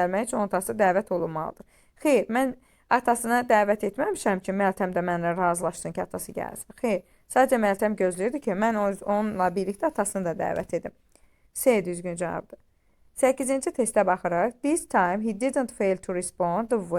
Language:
Azerbaijani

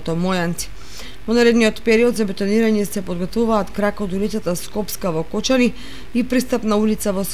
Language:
Macedonian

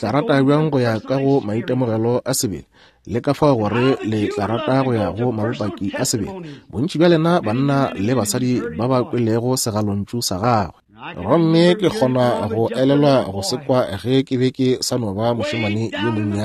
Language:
Northern Sotho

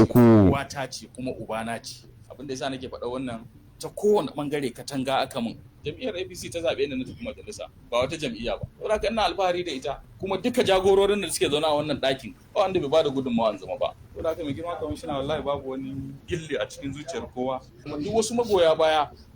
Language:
Hausa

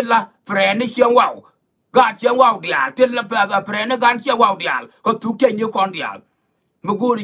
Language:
Nuer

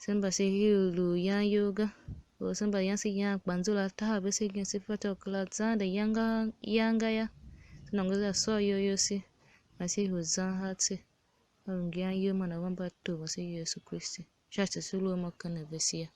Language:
Tiv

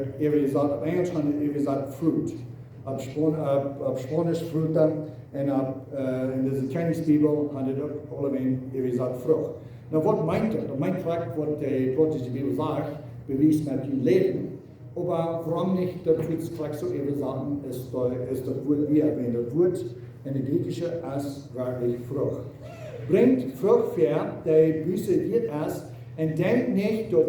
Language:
Plautdietsch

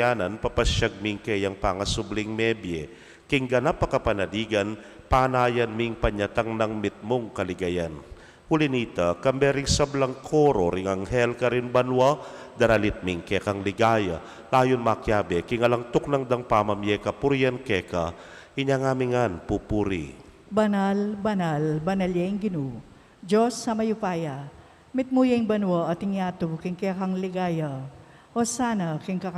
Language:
Pampanga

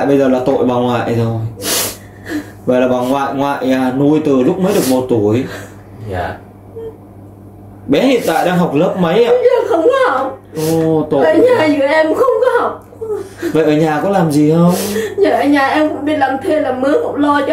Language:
Vietnamese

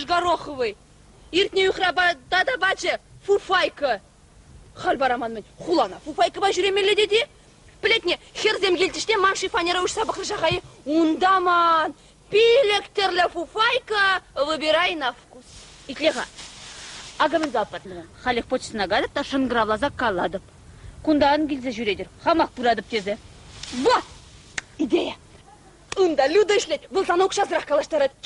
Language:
Chuvash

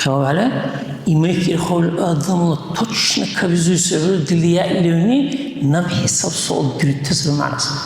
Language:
Dargwa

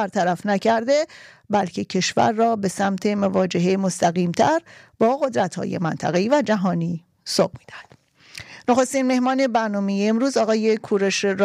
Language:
Persian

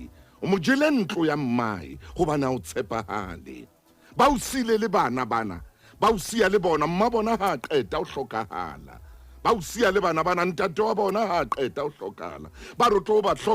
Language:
Southern Sotho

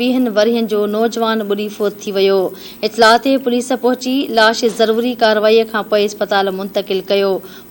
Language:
Sindhi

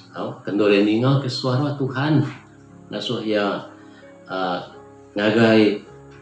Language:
Iban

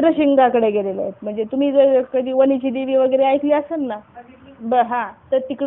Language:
Marathi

